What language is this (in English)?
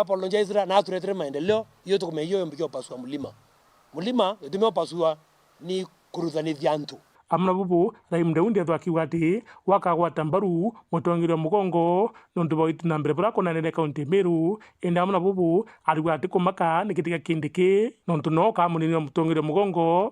Meru